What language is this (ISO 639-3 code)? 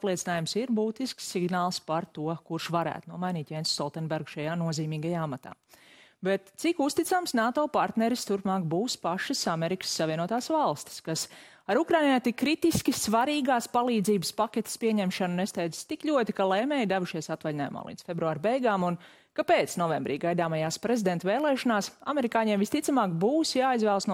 lav